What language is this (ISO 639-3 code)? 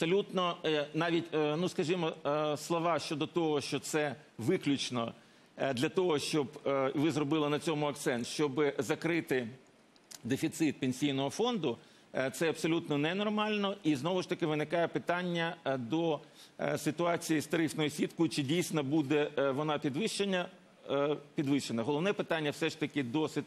ukr